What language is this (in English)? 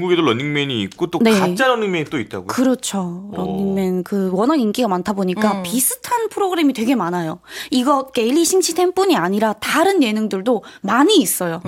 Korean